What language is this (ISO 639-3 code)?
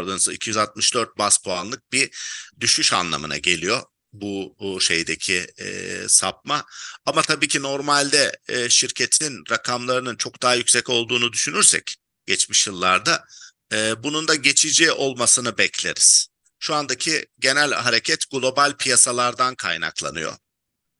tur